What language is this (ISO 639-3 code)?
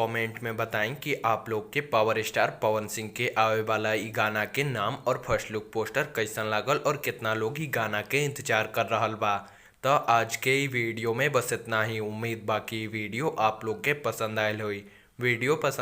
bho